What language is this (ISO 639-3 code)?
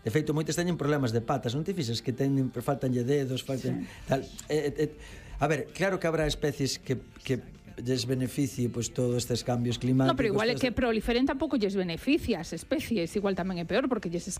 glg